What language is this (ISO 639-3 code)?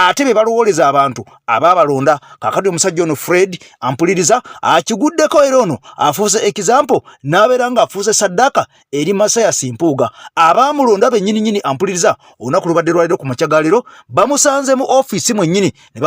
lug